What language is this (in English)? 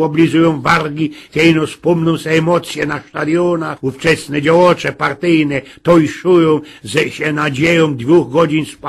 Silesian